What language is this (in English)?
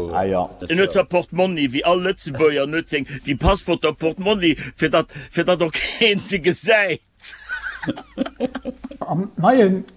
Luxembourgish